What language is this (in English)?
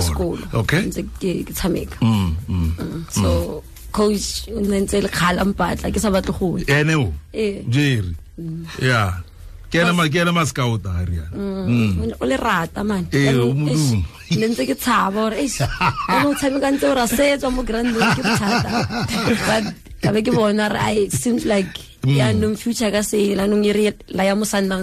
Tswana